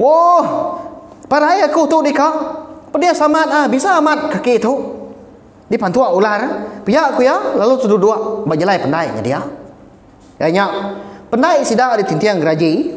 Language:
Iban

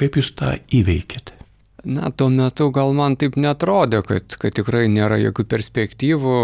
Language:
Lithuanian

